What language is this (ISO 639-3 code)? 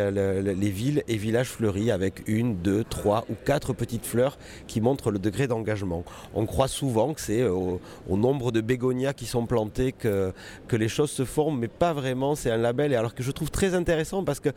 fra